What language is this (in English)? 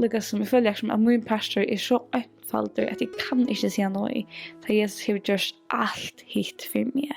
Faroese